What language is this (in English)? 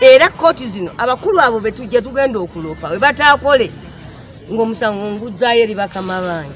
Ganda